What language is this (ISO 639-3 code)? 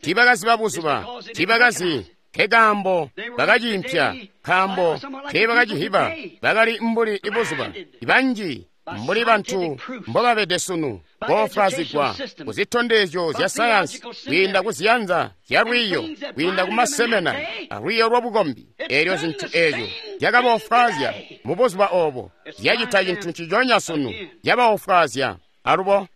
toi